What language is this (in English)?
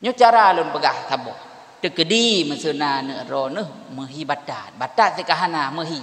Achinese